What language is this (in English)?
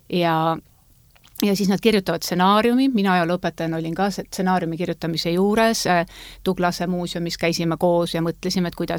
Estonian